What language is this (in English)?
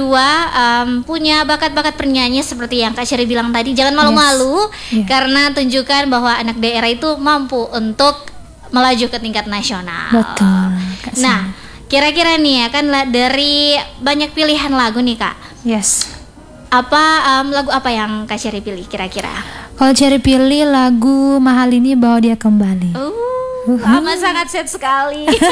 Indonesian